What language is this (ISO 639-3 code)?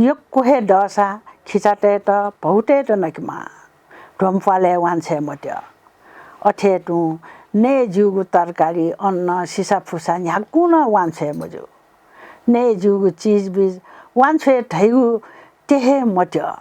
new